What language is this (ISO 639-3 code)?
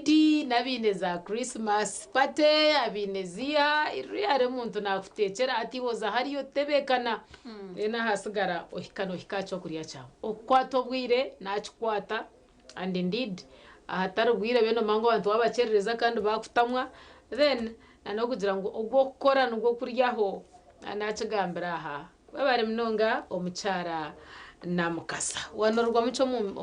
nyn